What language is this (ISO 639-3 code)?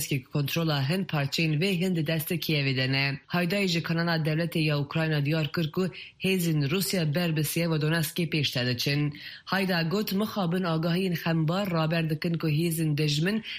kur